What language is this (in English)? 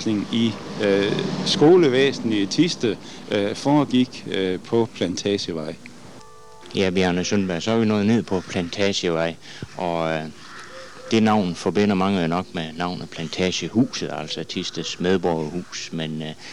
Danish